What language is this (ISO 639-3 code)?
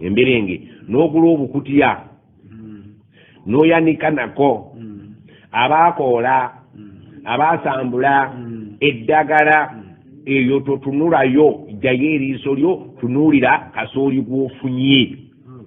lug